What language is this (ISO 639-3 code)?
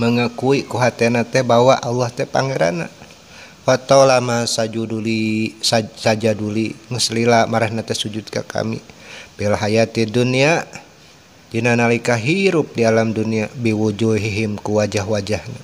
sun